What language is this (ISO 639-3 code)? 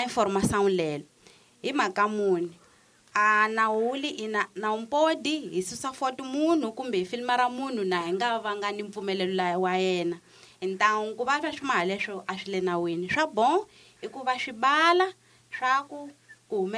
tso